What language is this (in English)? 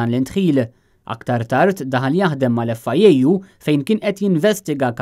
Maltese